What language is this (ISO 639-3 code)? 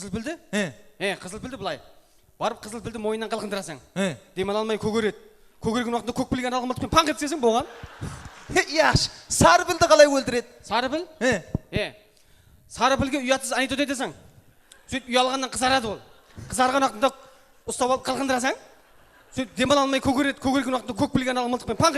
kaa